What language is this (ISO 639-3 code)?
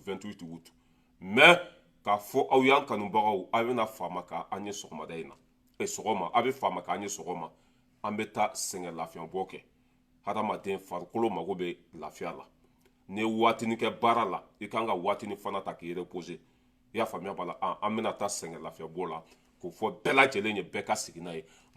bam